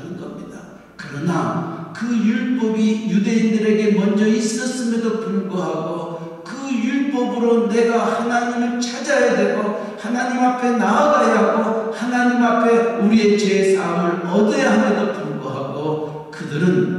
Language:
Korean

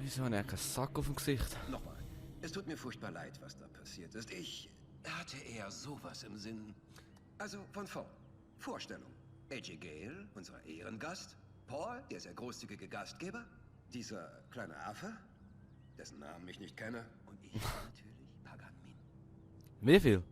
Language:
Swiss German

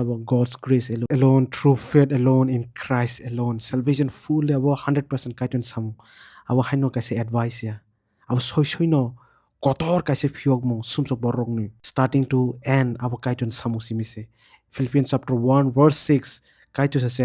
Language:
Kok Borok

